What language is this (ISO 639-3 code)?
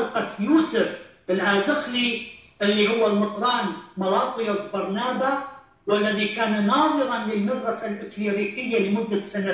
ara